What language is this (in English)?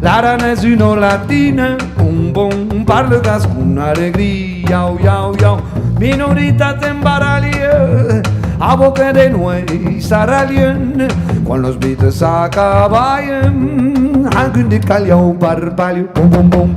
Occitan